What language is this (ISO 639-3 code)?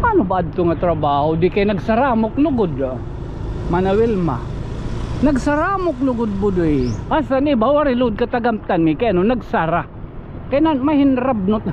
war